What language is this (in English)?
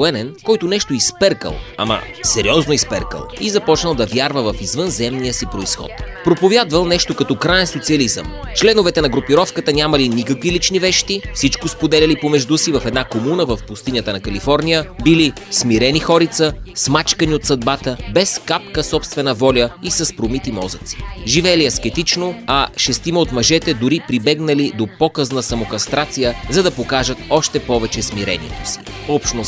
Bulgarian